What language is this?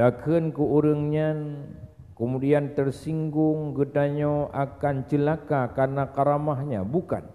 Achinese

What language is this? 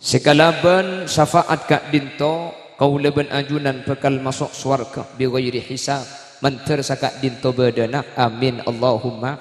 Madurese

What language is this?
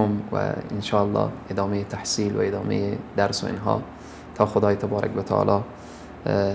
Persian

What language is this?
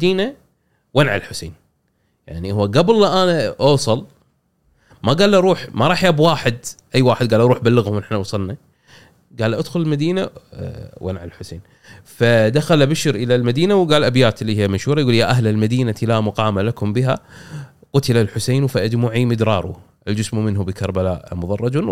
Gulf Arabic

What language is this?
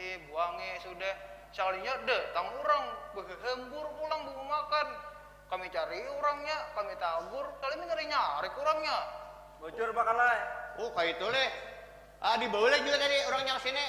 Banjar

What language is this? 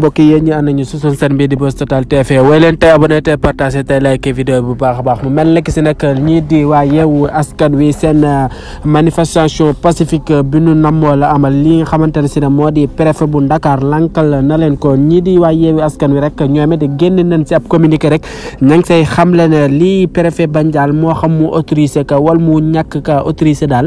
Wolof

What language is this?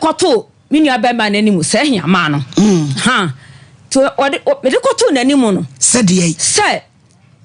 Akan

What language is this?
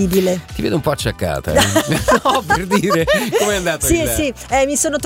Italian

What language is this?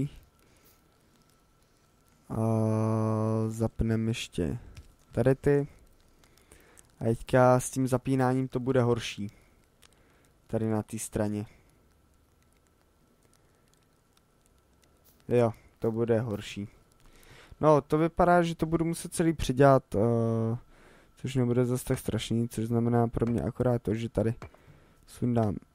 Czech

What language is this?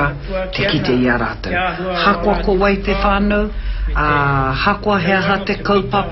Māori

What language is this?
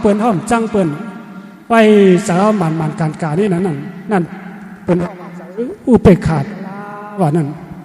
Shan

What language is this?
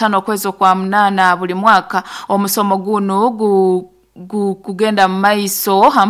Nyoro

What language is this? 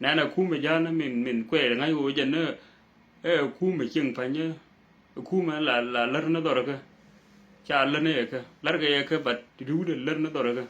Nuer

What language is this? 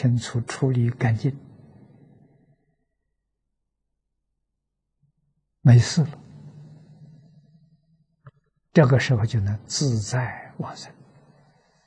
Chinese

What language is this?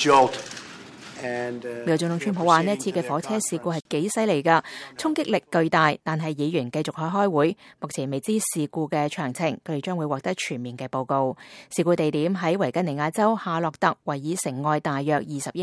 Cantonese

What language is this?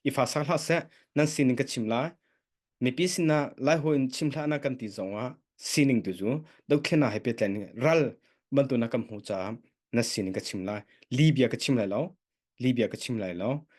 Hakha Chin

